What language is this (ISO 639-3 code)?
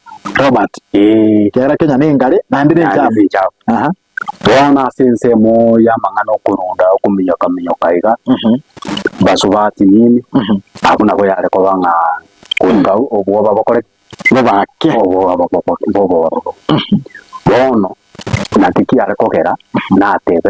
guz